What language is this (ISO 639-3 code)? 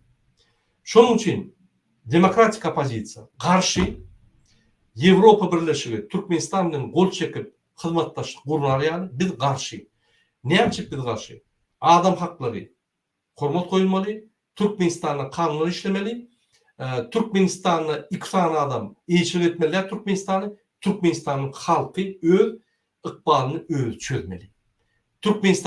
tuk